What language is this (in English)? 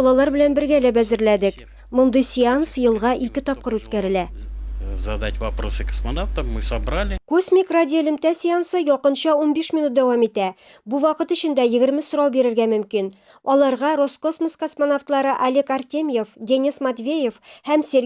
Tatar